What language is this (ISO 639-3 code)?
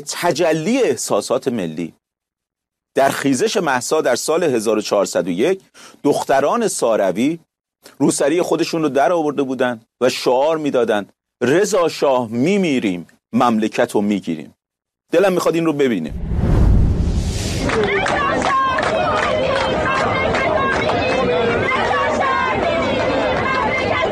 fas